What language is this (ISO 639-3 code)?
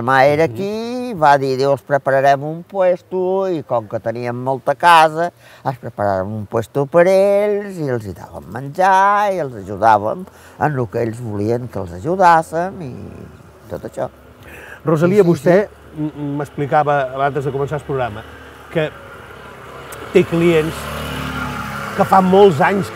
cat